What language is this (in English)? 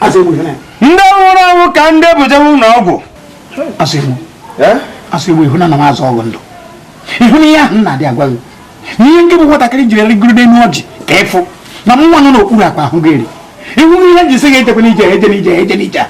Igbo